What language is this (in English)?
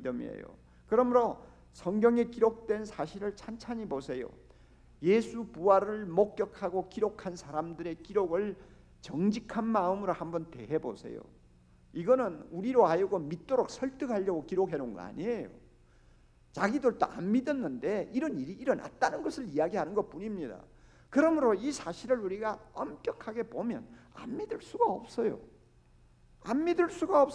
Korean